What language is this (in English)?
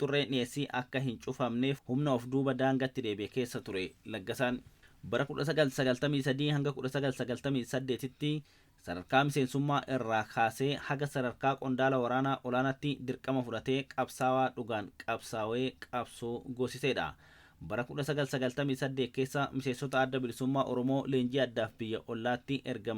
Oromo